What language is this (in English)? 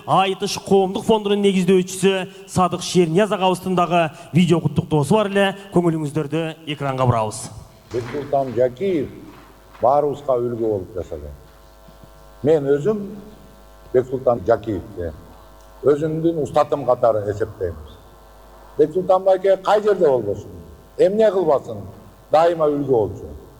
Kazakh